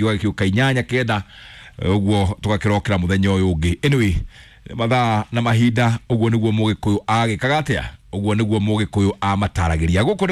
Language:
Kikuyu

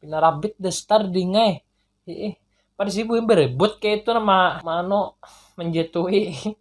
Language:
Banjar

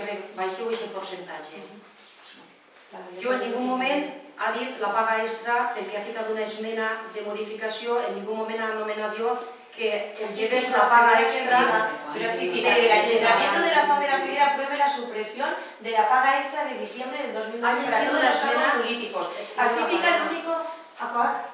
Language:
Catalan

